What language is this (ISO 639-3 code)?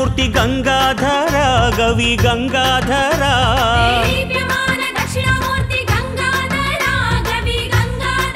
kan